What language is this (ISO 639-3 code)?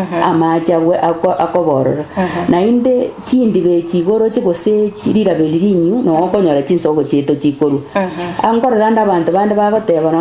guz